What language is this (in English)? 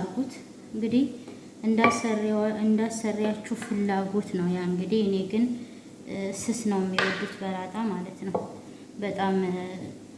Amharic